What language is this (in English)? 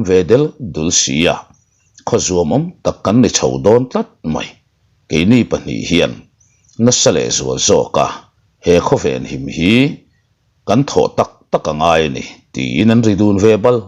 Mizo